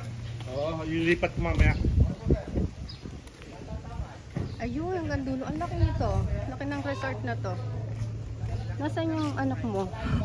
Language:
Filipino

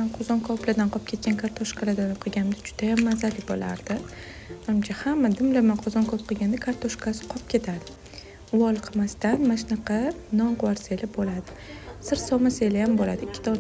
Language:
Uzbek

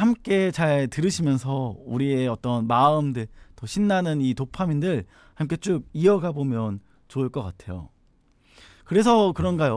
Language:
Korean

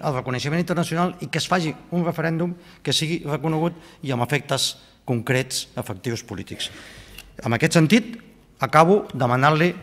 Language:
Catalan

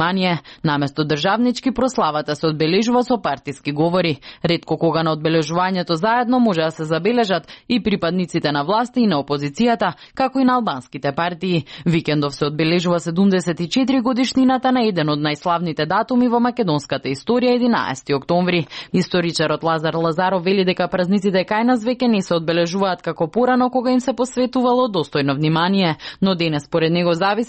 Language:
Macedonian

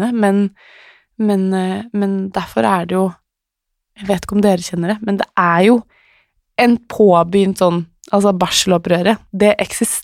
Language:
Norwegian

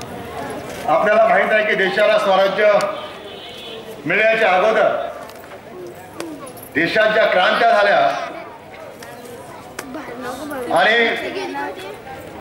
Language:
Marathi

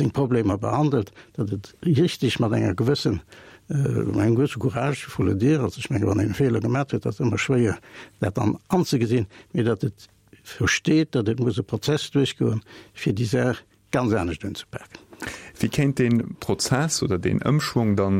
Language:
Luxembourgish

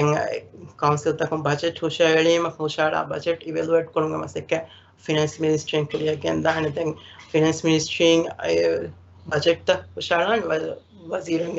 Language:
Divehi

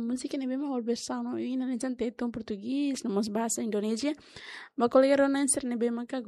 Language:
Tetum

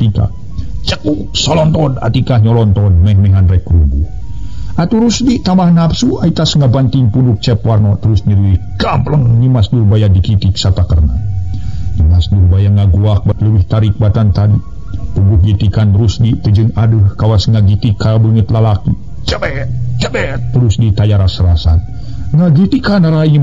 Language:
Sundanese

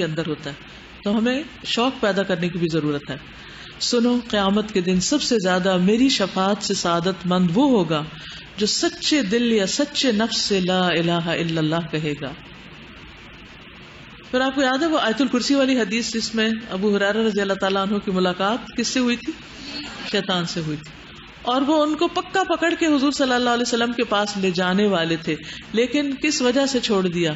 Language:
Urdu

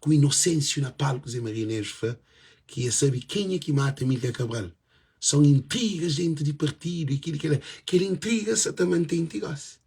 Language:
Kabuverdianu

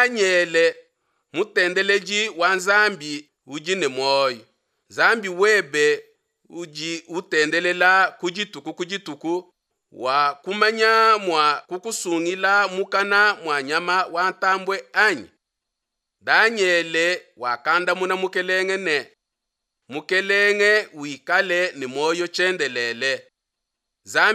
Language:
Luba-Lulua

